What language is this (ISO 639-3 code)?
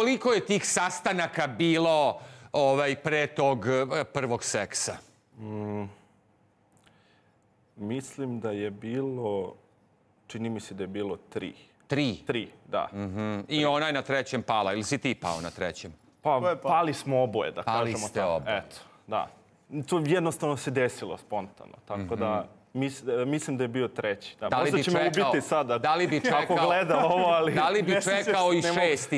srp